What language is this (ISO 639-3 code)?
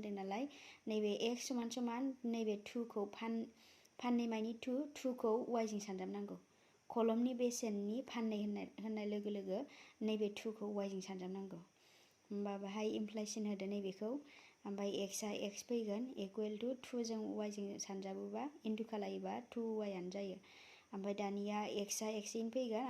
brx